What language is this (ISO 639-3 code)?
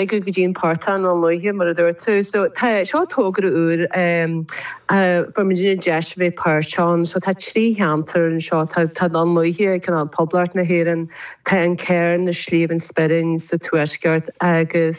gle